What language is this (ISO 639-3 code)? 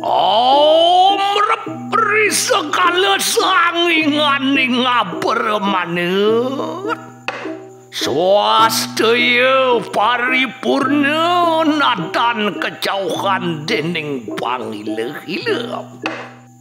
ban